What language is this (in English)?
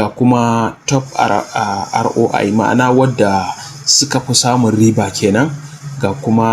Hausa